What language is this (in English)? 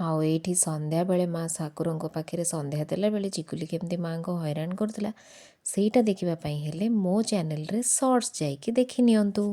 Odia